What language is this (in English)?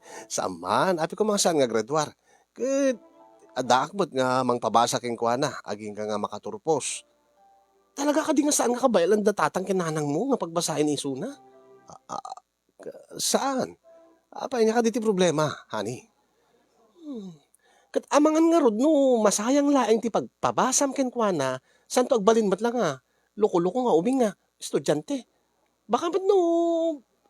Iloko